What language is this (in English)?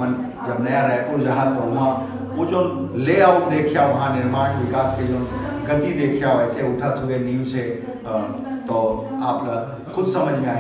Chhattisgarhi